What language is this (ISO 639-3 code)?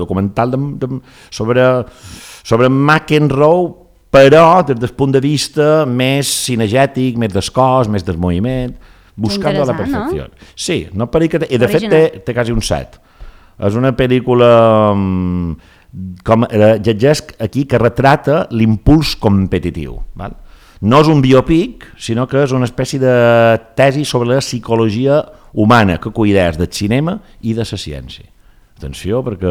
cat